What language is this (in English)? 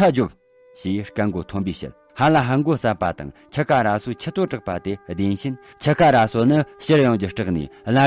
Tibetan